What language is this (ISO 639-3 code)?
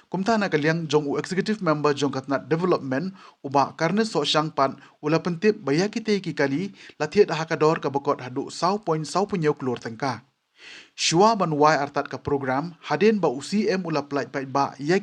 kha